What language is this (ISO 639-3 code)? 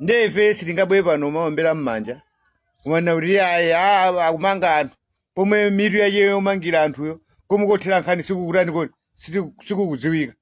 nya